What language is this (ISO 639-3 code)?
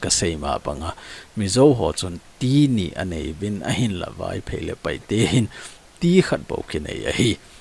tcz